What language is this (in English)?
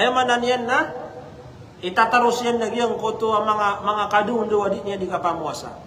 Maranao